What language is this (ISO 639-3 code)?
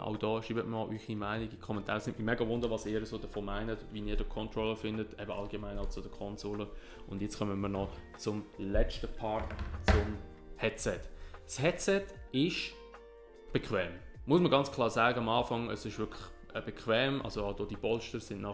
gsw